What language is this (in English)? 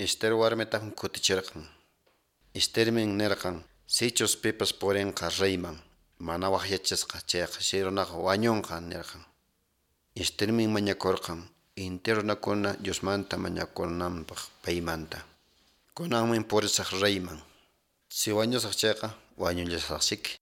Quechua